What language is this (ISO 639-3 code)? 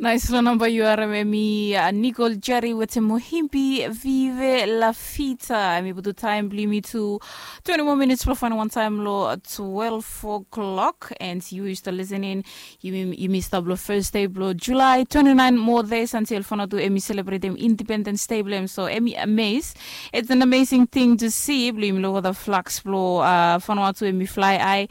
bis